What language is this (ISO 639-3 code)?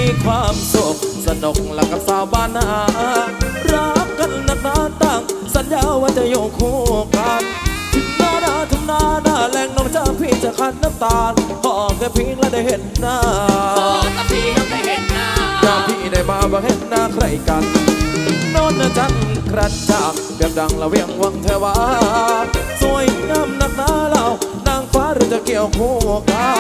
tha